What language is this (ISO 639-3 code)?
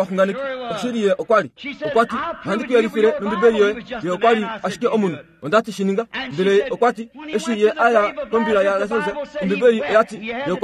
kua